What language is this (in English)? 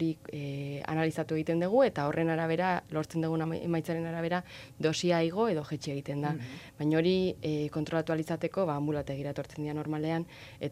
Basque